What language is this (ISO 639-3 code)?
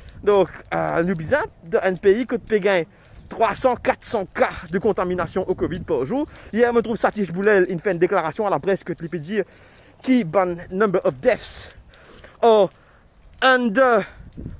mfe